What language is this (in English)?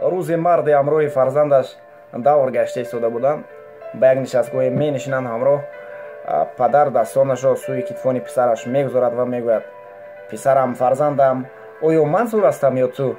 Tajik